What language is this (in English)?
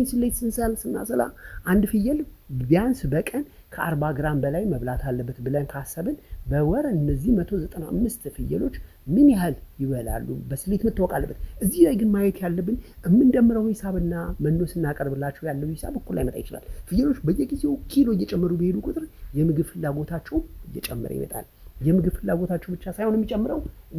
Amharic